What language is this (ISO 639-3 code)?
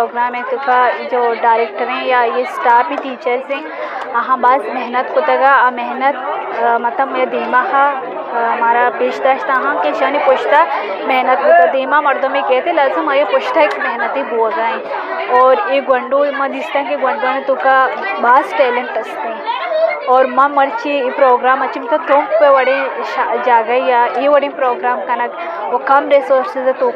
bgp